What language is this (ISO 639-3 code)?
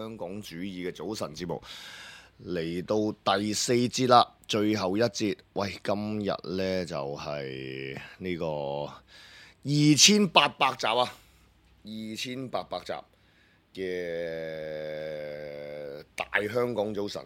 yue